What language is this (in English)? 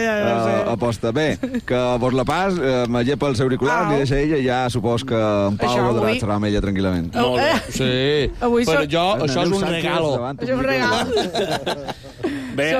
Catalan